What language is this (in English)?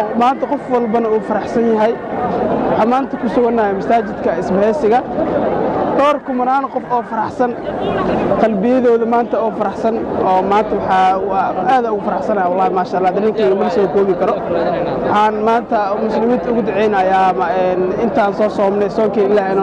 Somali